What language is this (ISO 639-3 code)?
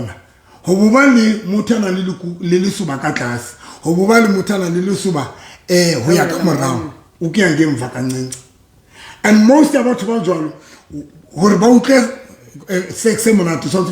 sot